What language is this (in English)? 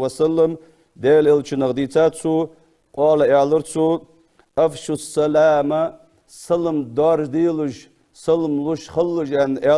Ingush